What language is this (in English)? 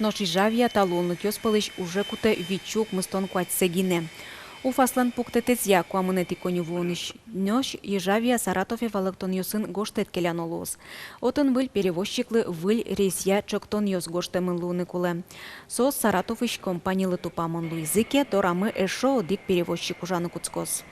Udmurt